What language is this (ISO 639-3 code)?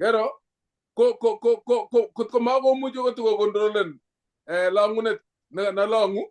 kln